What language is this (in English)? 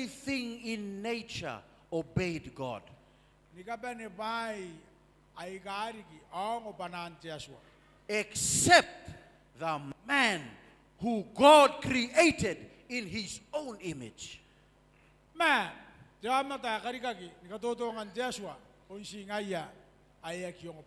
Gilbertese